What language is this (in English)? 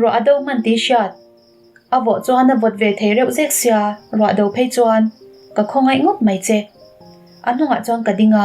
Mizo